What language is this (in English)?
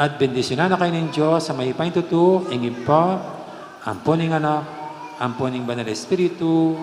Pampanga